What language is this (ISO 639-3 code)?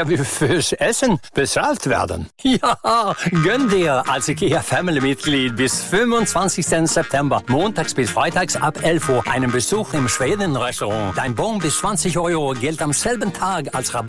deu